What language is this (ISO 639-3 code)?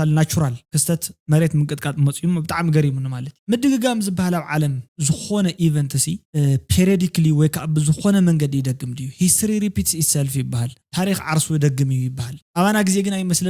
tir